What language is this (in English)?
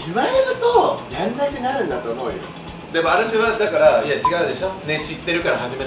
Japanese